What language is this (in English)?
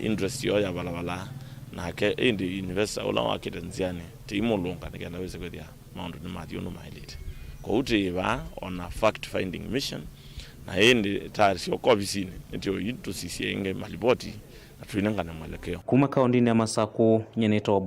Kamba